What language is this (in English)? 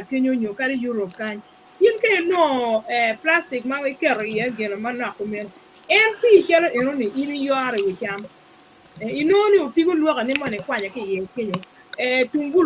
Acoli